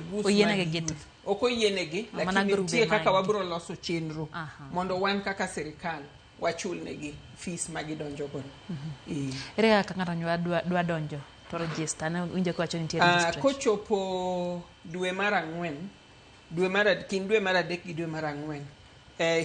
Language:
Luo (Kenya and Tanzania)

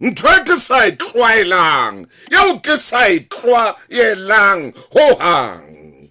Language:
Southern Sotho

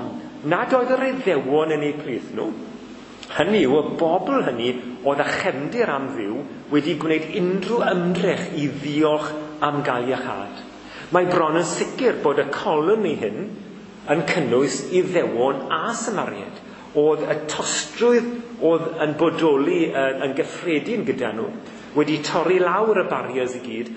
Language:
Welsh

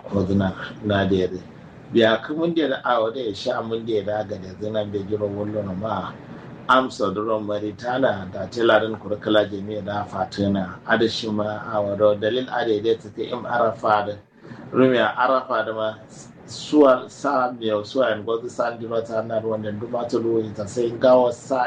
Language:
Kanuri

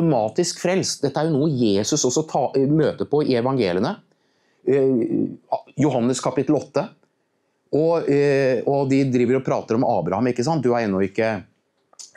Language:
Norwegian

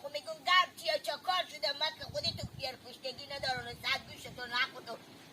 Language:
Hazaragi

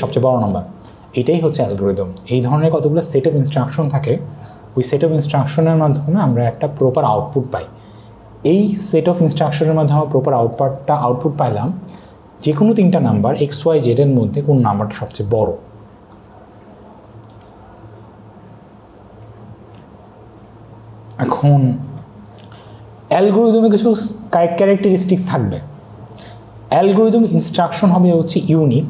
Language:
Bangla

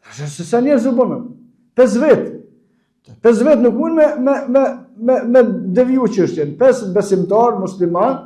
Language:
Albanian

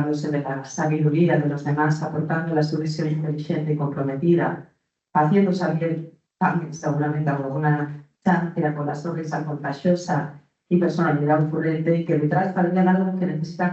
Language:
Asturian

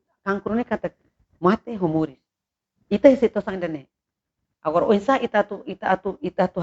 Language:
Tetum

